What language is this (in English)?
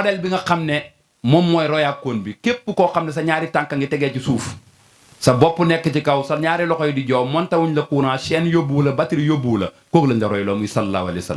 Wolof